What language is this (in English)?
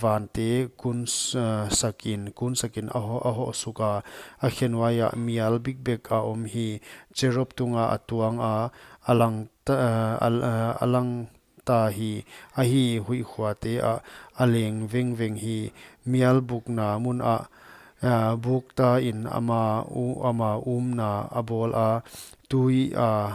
Paite Chin